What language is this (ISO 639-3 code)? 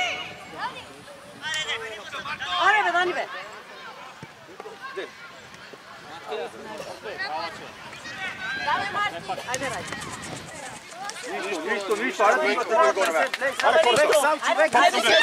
bul